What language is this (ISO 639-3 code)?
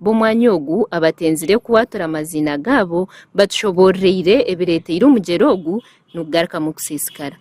nyn